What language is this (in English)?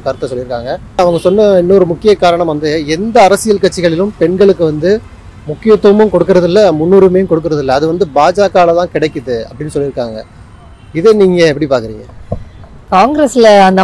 Tamil